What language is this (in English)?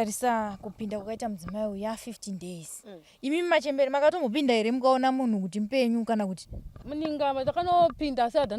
Shona